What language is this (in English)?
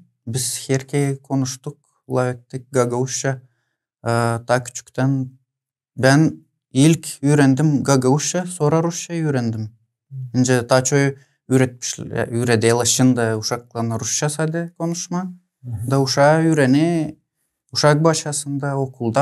Gagauz